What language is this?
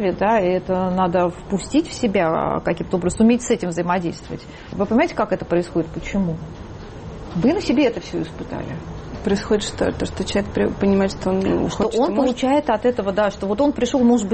Russian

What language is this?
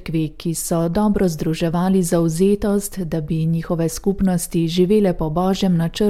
Slovenian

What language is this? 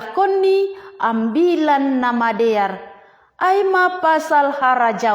Batak Simalungun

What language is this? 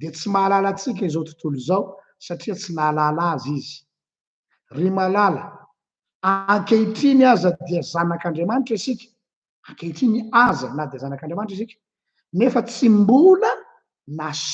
Malagasy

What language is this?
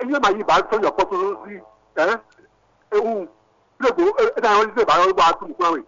Fon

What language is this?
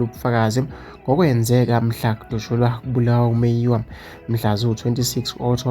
Zulu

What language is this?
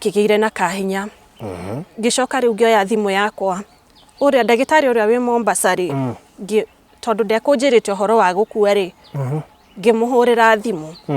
Kikuyu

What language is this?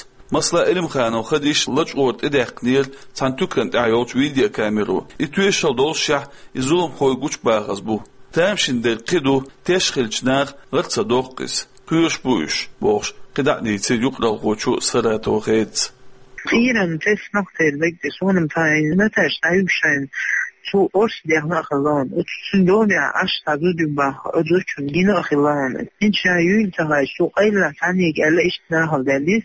Chechen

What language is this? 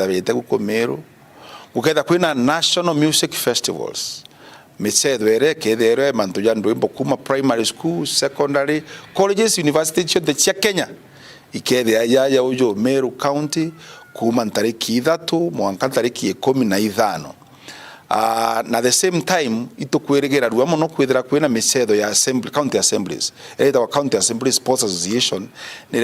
Meru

